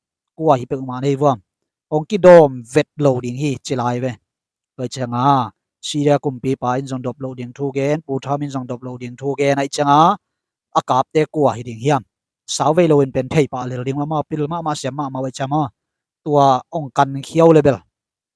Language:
Tedim Chin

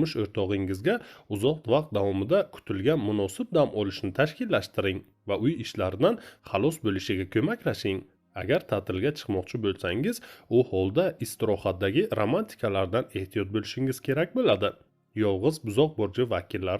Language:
Uzbek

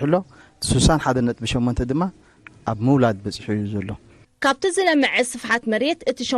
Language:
Tigrinya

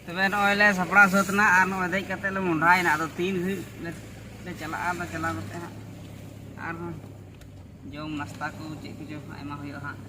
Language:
Santali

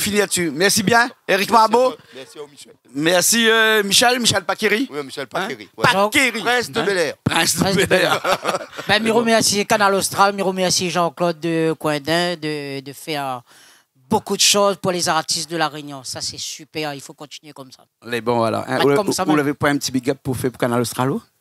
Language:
Réunion Creole French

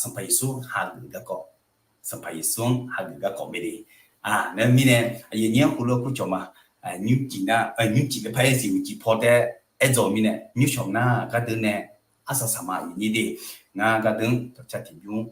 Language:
Akha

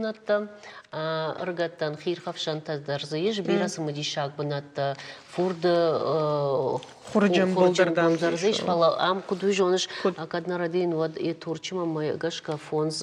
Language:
Ossetic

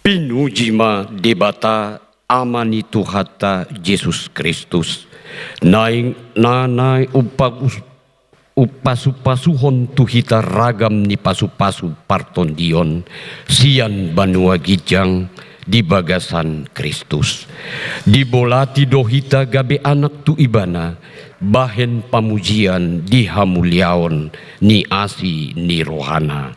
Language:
Batak Toba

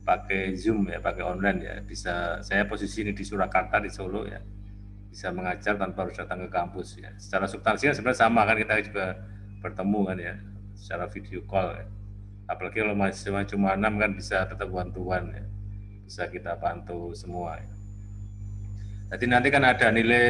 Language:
Indonesian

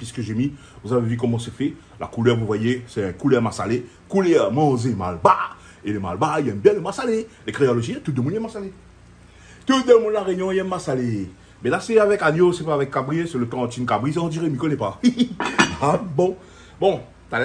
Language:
Réunion Creole French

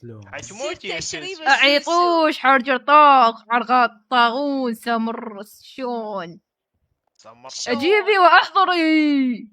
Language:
Mesopotamian Arabic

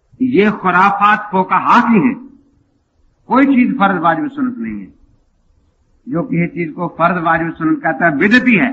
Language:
Urdu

